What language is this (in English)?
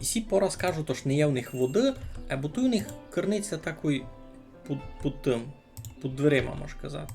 Rusyn